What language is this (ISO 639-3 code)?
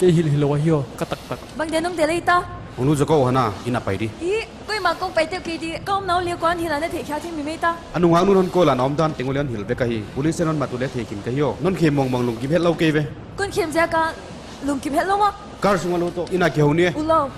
pck